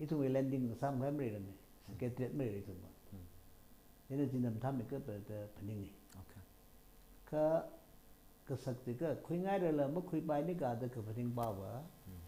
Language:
Tangkhul Naga (India)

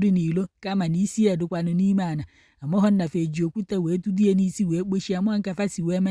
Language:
Igbo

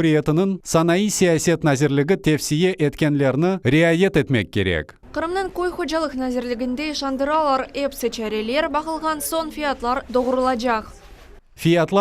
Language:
Crimean Tatar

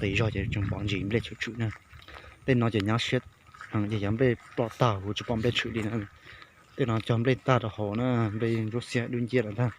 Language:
Hmong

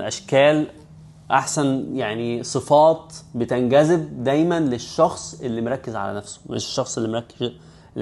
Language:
Egyptian Arabic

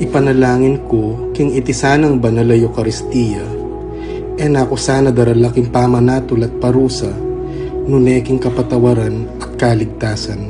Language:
Pampanga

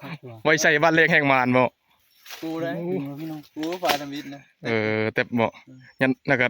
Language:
Northeastern Thai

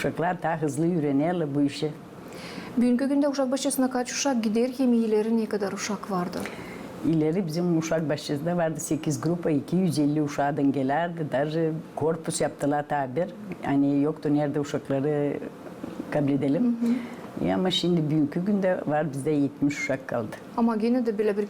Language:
Gagauz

